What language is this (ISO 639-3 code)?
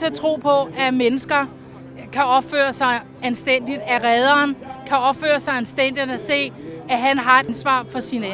dan